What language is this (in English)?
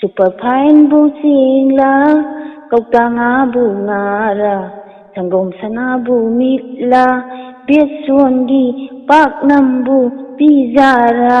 Manipuri